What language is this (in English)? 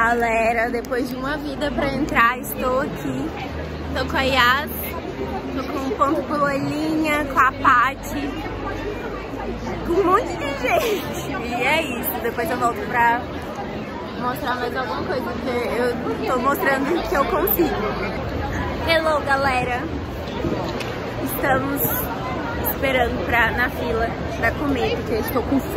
Portuguese